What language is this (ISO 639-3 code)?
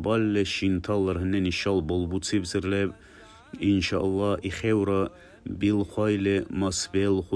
dar